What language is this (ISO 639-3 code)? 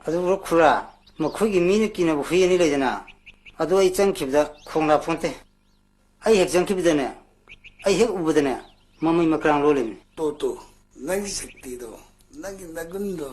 mni